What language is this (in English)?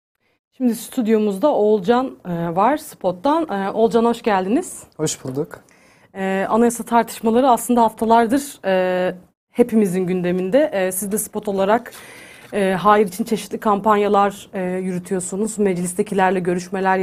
Turkish